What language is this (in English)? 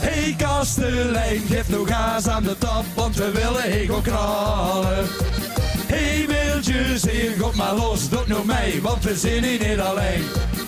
Limburgish